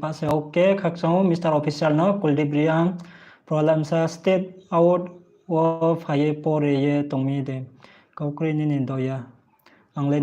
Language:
Riang (India)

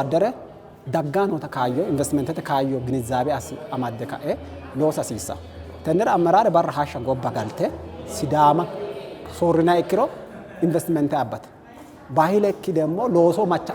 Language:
Sidamo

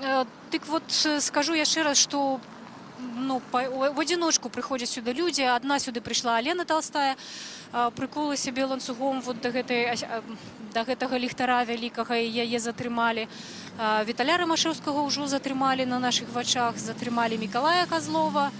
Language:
Belarusian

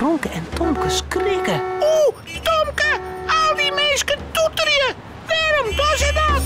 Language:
Western Frisian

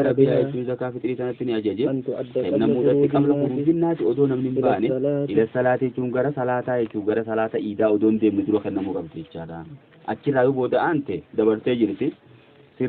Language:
Oromo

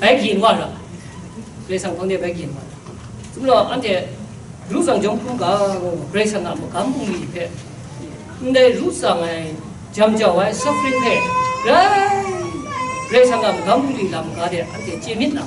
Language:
Kachin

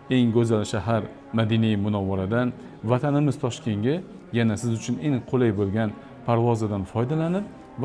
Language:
Uzbek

